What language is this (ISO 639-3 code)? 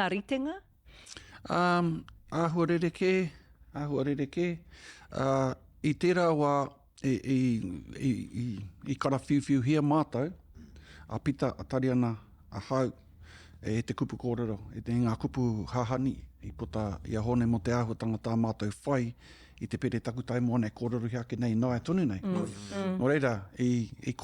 mri